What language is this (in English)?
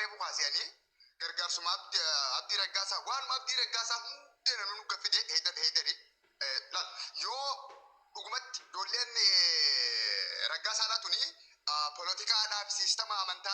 Oromo